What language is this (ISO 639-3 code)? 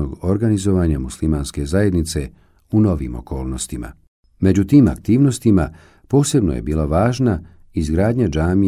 bos